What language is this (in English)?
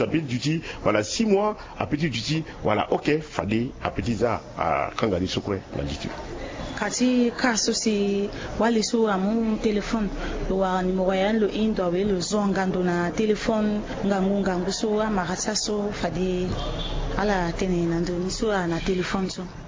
Sango